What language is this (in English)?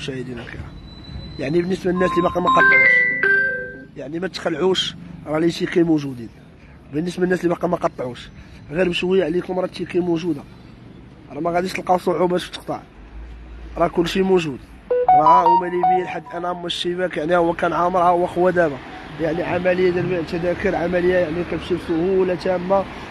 Moroccan Arabic